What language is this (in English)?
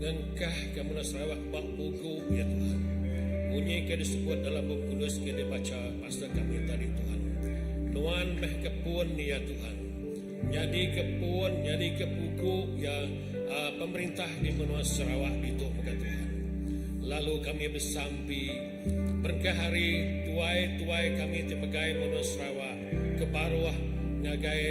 Iban